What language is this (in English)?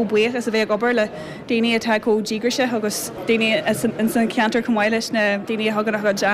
Irish